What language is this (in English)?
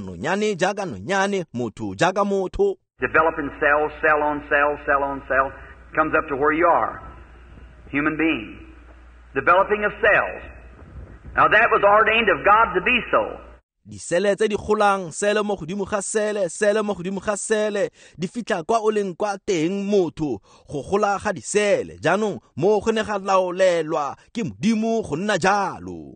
Tswana